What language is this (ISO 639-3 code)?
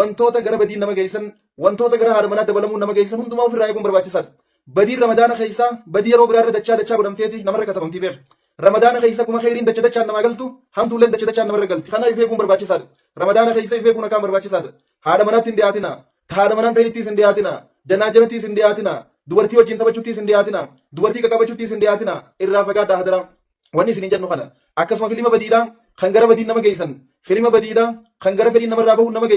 orm